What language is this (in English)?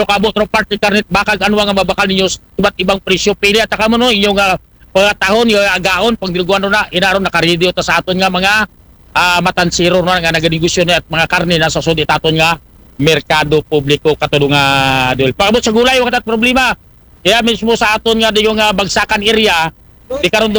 Aklanon